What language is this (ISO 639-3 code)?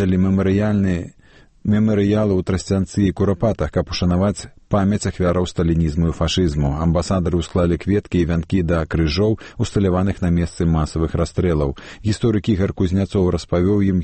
bel